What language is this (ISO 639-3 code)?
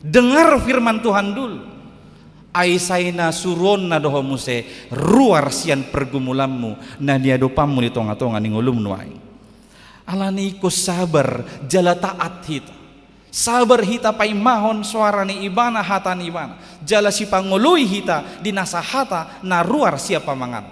bbc